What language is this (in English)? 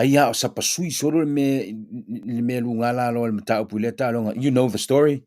Samoan